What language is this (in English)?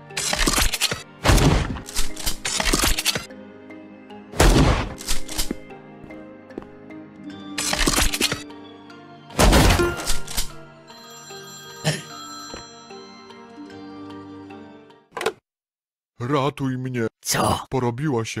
Polish